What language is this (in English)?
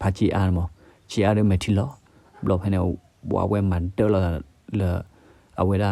S'gaw Karen